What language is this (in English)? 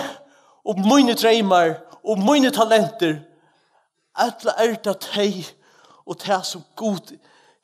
Faroese